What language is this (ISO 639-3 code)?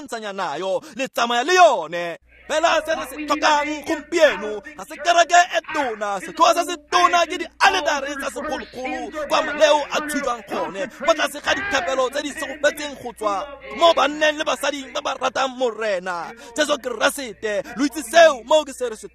tsn